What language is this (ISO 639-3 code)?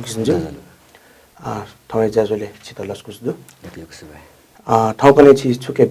new